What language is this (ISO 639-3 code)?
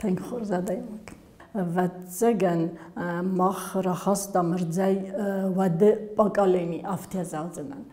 oss